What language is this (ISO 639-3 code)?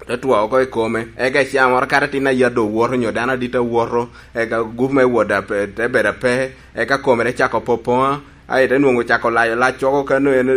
laj